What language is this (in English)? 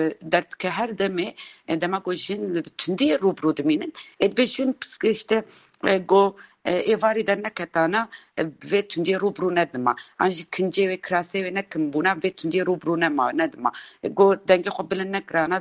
Kurdish